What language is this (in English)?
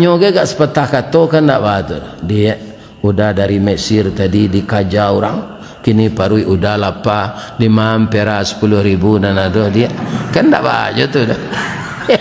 Minangkabau